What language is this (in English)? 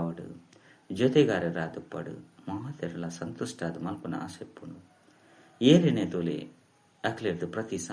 Tulu